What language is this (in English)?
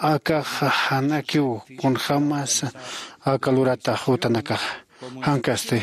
Aymara